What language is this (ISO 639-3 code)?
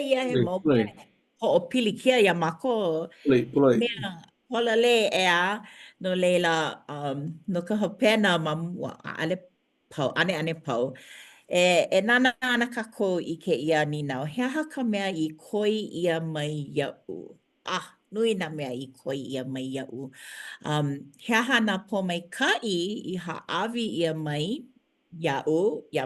haw